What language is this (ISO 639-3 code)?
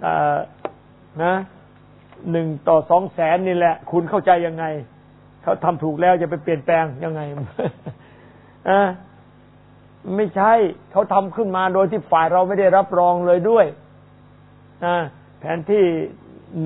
tha